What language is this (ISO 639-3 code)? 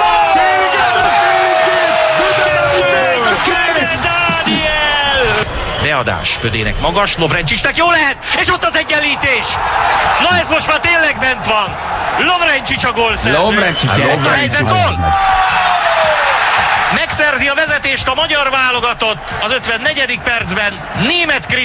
hun